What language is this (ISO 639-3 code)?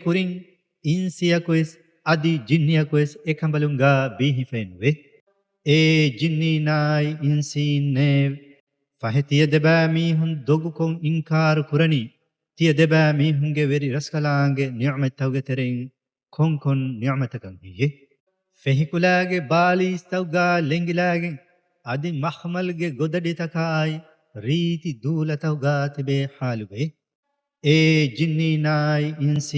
div